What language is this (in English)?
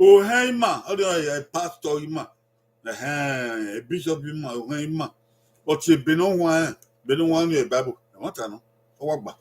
Bini